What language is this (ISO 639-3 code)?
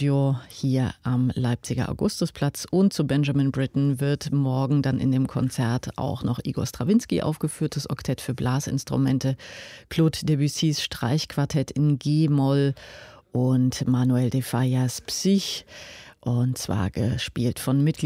deu